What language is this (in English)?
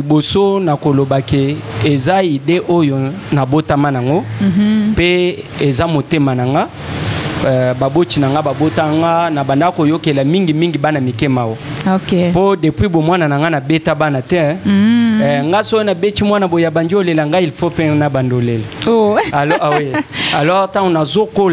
Lingala